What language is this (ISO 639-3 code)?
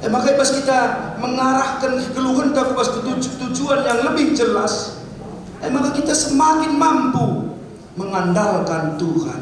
btx